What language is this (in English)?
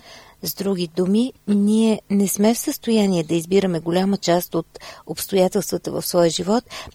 Bulgarian